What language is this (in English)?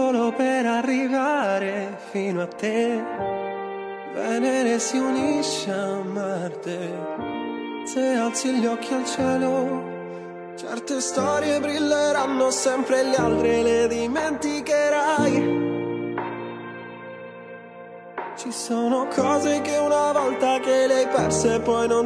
Italian